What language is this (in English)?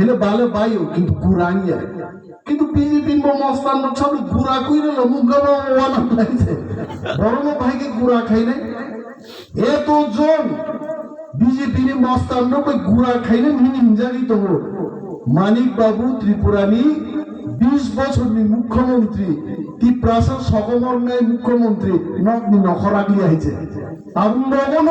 Kok Borok